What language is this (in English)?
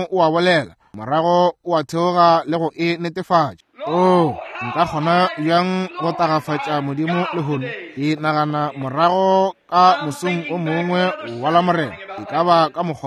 Northern Sotho